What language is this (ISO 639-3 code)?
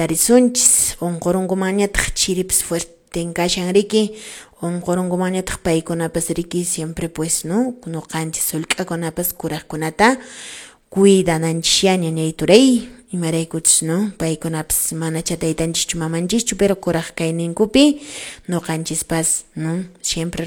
que